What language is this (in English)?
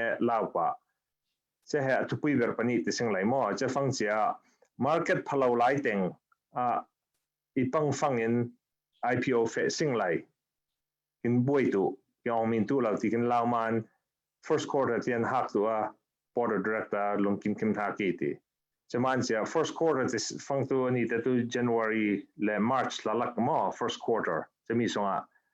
Falam Chin